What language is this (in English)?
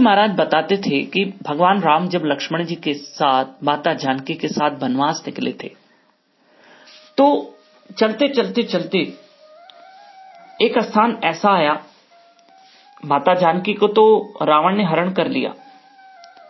Hindi